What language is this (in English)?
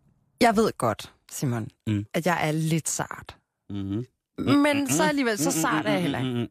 Danish